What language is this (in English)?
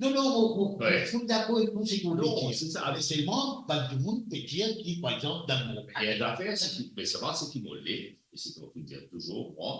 Morisyen